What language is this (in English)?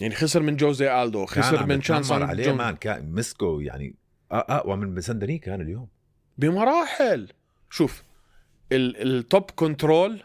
North Levantine Arabic